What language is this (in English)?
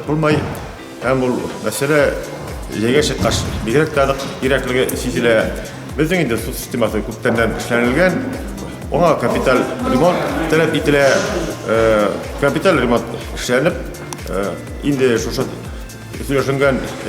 Tatar